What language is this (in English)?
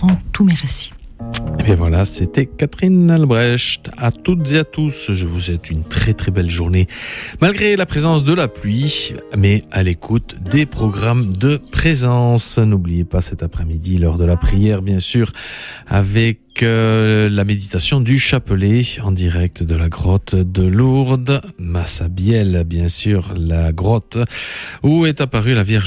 French